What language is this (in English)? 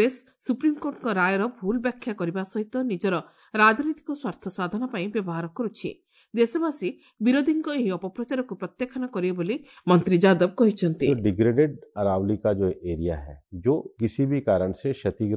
Odia